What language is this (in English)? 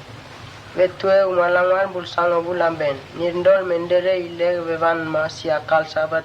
Mota